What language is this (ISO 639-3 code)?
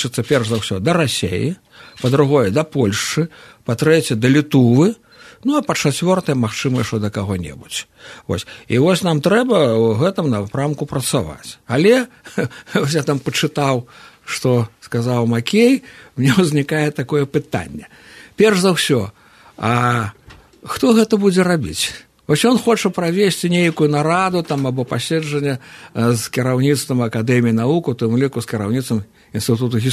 bel